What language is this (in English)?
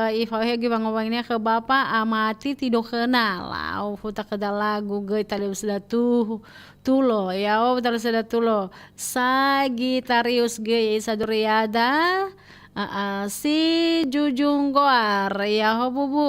Nias